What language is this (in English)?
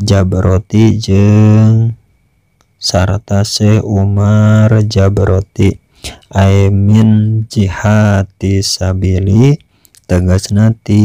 Sundanese